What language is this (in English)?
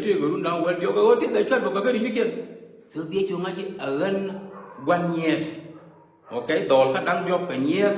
Nuer